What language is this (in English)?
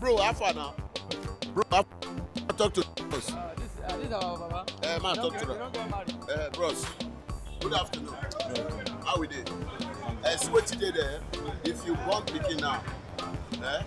Nigerian Pidgin